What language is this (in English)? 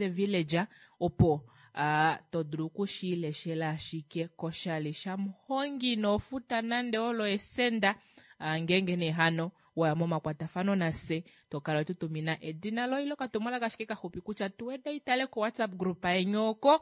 Kuanyama